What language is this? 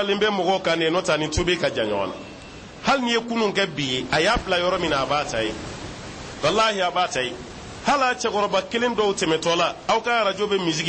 Bambara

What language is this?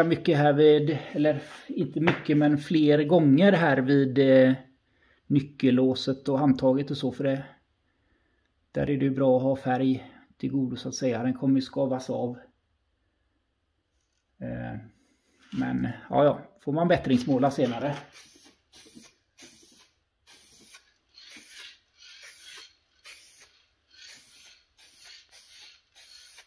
Swedish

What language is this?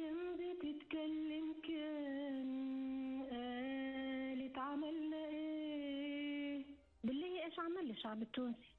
Tunisian Arabic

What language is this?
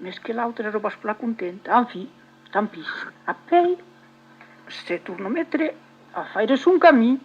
Occitan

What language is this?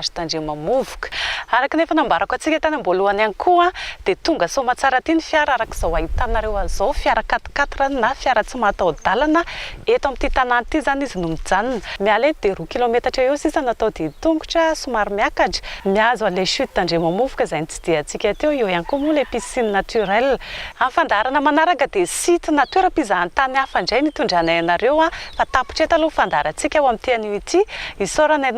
Malagasy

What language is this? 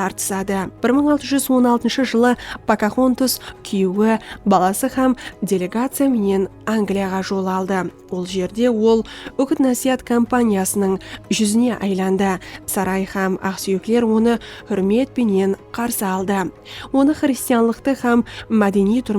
Kara-Kalpak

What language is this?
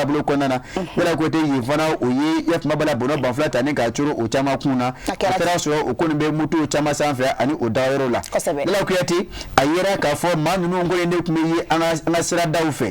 Bambara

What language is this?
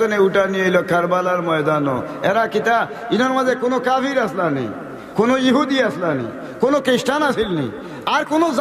Sylheti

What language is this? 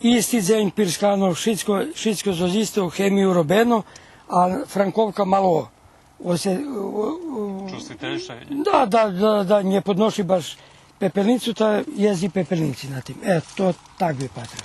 Rusyn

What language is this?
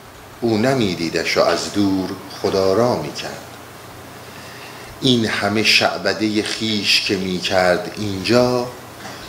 Persian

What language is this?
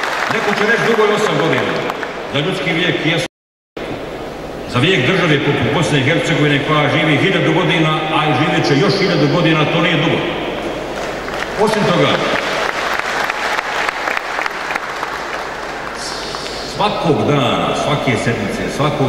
Bosnian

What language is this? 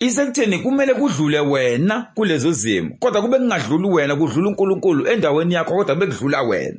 Zulu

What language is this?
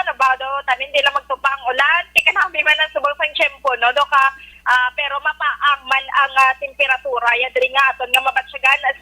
Hiligaynon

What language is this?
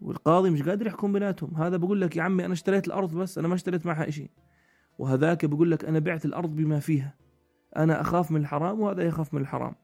North Levantine Arabic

